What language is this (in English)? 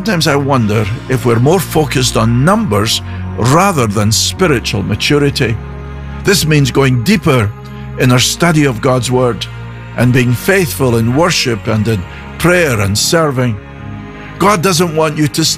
English